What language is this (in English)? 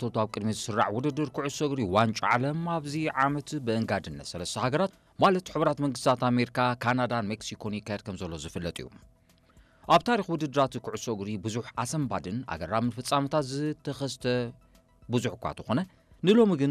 Tigrinya